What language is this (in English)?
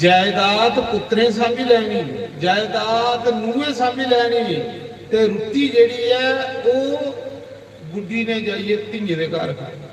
Dogri